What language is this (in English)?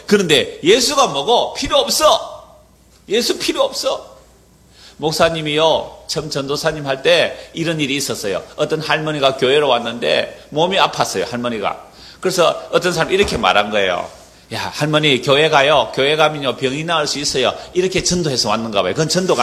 Korean